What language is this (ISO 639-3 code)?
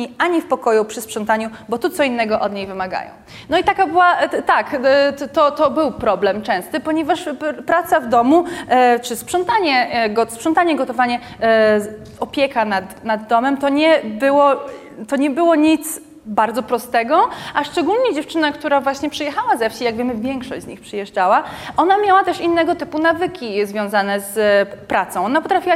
pol